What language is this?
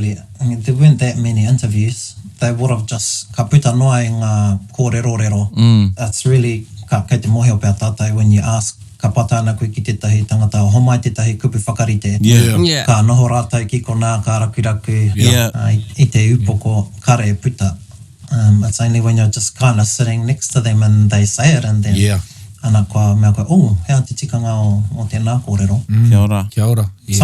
Māori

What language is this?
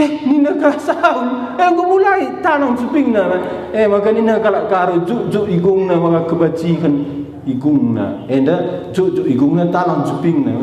Batak Karo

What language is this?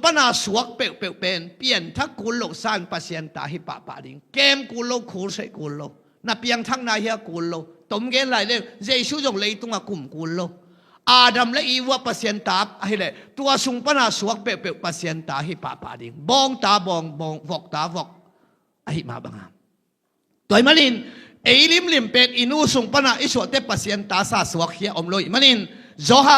Tedim Chin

